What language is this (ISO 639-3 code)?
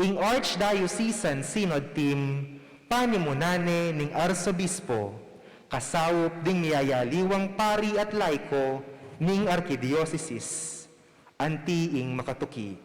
pam